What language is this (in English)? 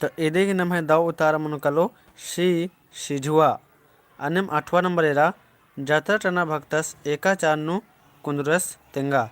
Kurukh